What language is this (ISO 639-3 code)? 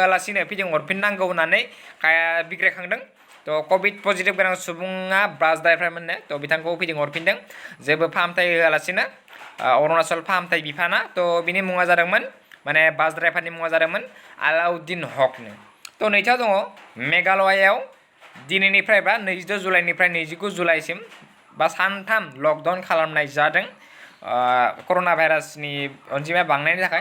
brx